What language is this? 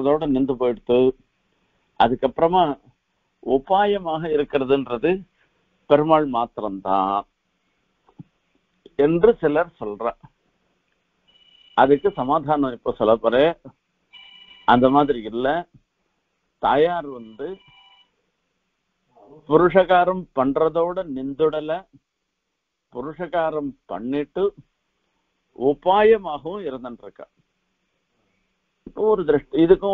Tamil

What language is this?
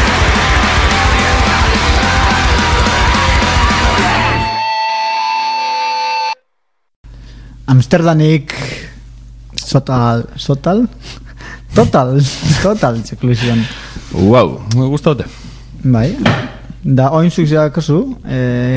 Basque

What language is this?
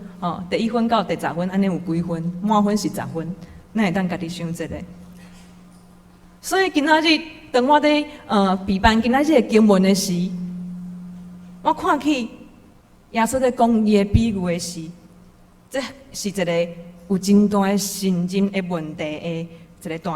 Min Nan Chinese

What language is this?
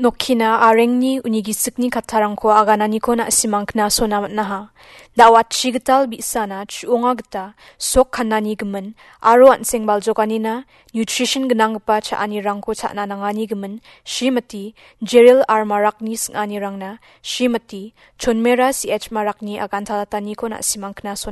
Garo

